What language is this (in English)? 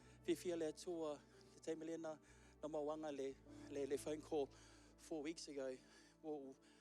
Samoan